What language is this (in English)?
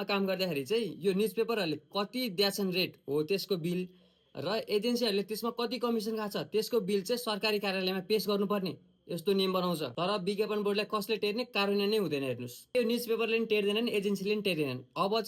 Nepali